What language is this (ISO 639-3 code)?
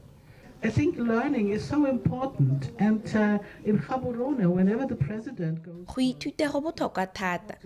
tsn